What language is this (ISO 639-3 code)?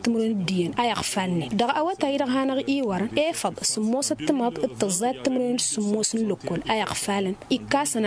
taq